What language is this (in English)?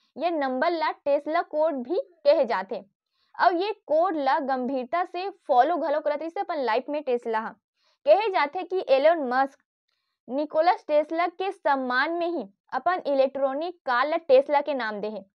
Chhattisgarhi